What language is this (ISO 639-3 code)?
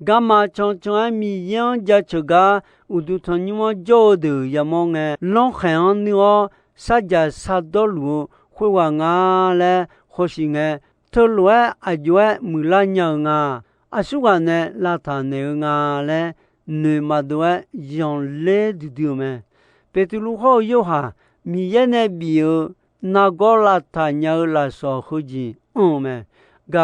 ahk